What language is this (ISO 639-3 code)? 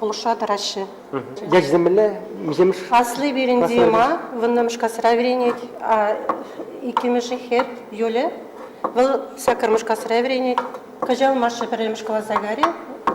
chv